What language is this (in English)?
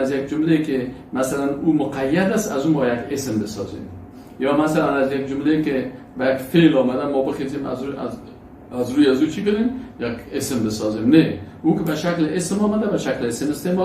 Persian